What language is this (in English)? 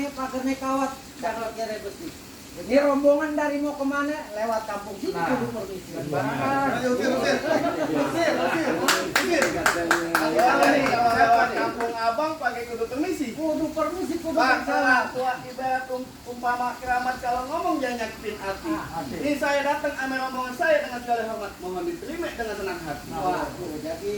Betawi